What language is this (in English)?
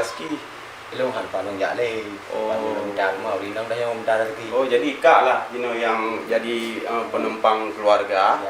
Achinese